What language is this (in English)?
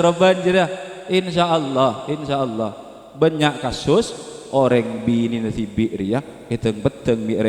Madurese